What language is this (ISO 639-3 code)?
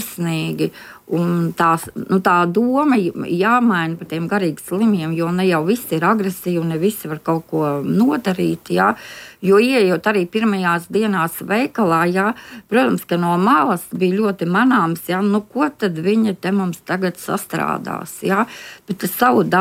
lav